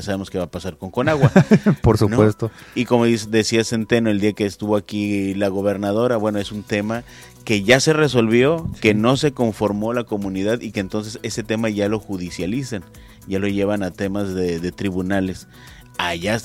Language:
Spanish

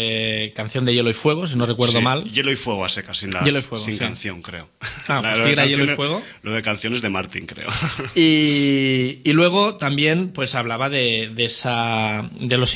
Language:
Spanish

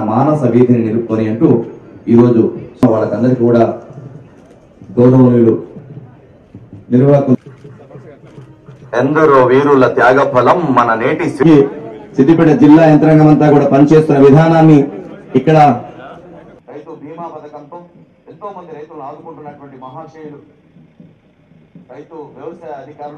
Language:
Telugu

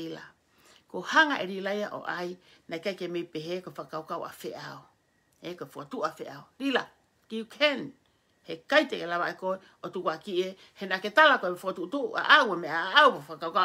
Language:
Tongan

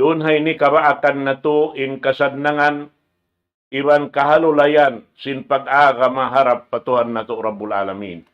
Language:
Tausug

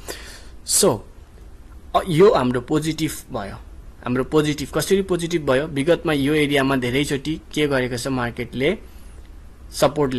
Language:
Nepali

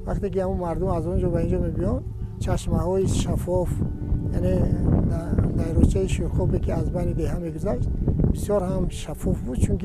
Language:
Tajik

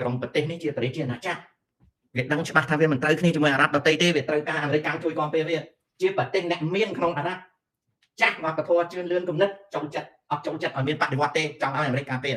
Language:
Khmer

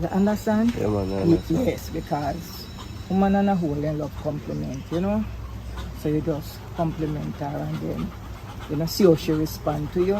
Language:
Jamaican Creole English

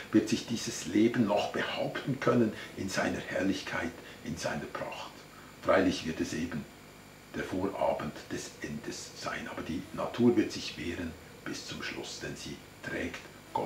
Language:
Swiss German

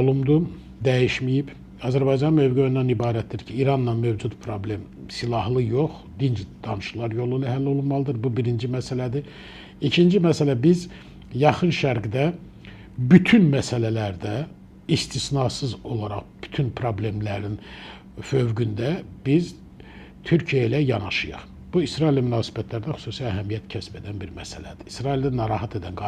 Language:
Azerbaijani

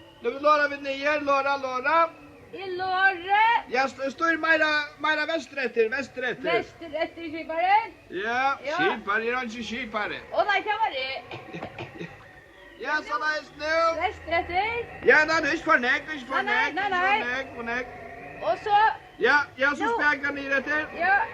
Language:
Faroese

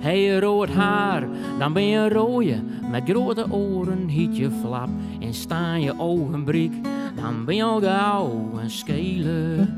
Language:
Western Frisian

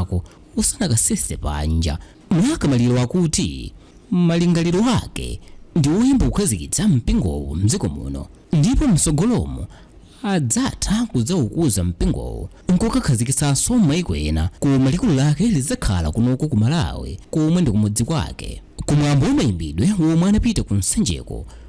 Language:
Nyanja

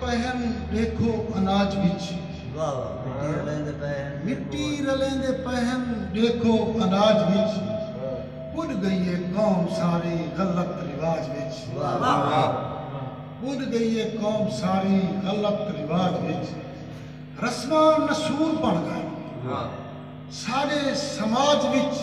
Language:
Saraiki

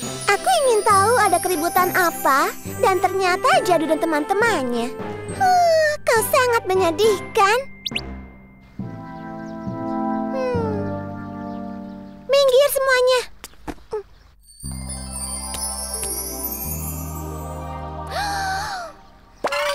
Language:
Indonesian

